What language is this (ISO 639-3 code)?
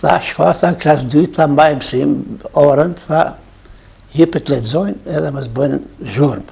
sqi